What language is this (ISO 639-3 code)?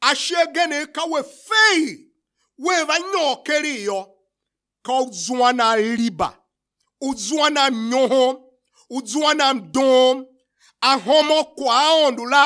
tiv